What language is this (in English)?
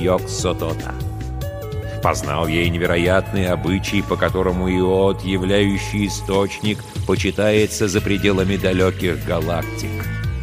Russian